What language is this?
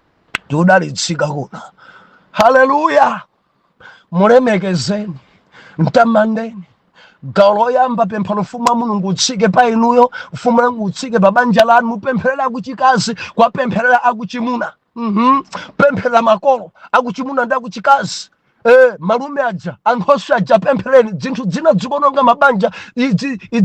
Nyanja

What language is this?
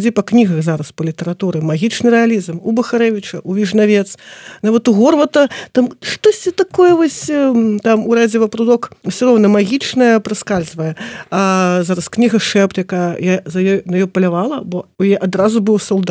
Belarusian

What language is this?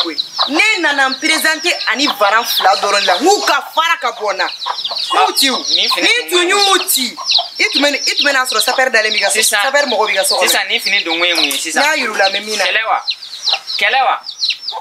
Bambara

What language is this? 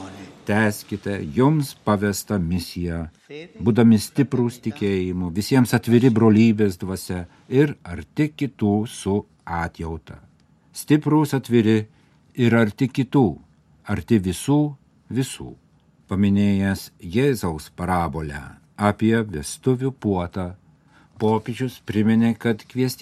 Lithuanian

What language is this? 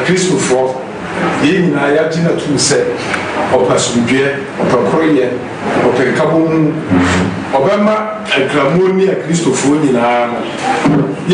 Akan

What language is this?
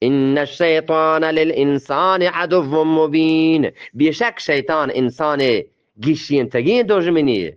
Eastern Balochi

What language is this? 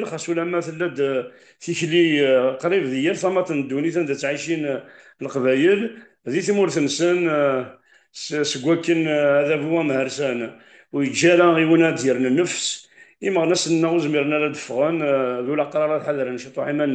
Kabyle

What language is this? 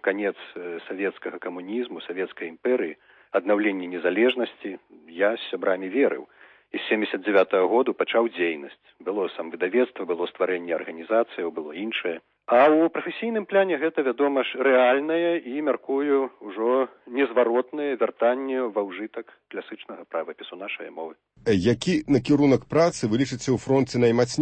Belarusian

